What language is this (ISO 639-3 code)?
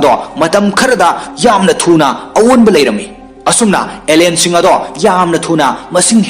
mni